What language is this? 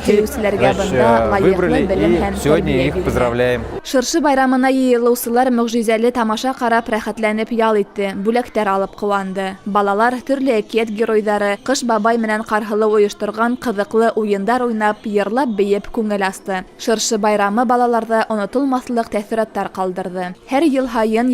Bashkir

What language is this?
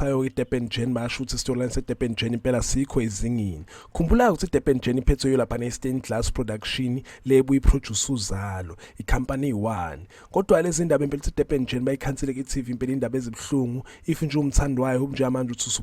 Zulu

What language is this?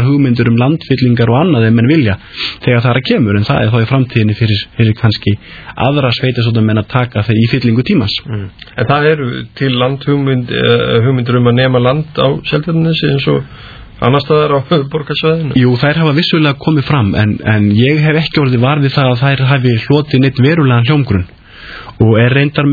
Icelandic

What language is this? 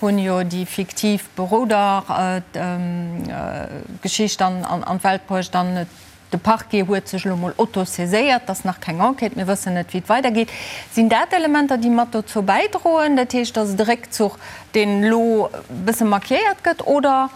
Luxembourgish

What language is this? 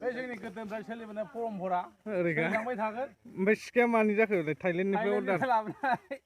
Bodo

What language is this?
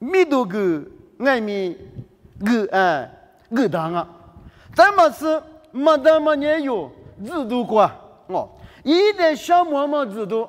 Lisu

